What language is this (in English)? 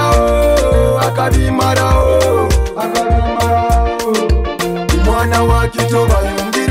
Nyoro